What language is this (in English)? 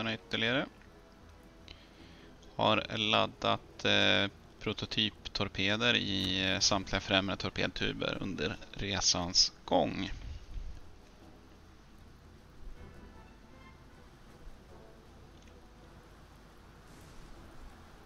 Swedish